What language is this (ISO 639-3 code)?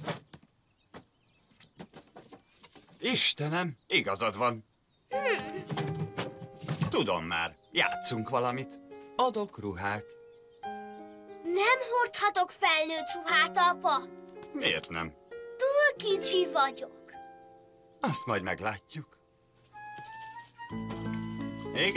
hun